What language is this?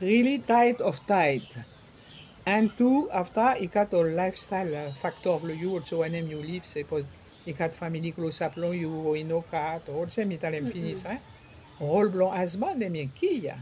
Bislama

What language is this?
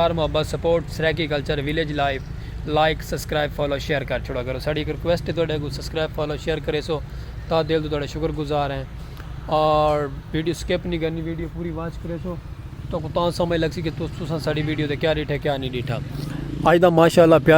Saraiki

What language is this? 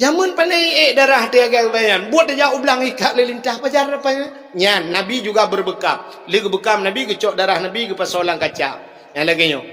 Achinese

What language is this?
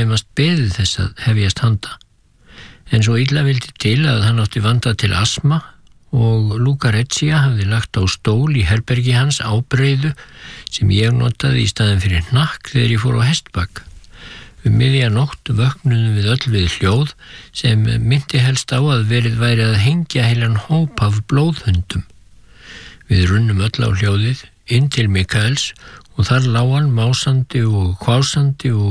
Icelandic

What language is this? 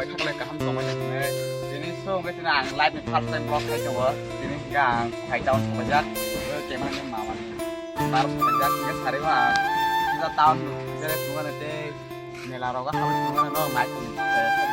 Kok Borok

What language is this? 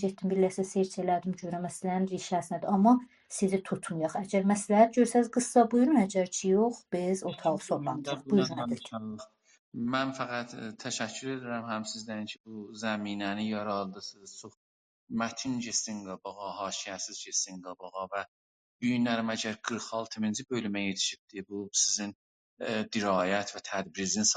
South Azerbaijani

